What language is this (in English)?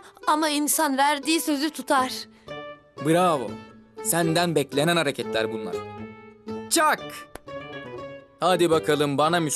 Turkish